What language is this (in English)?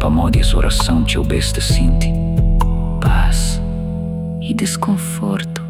Kabuverdianu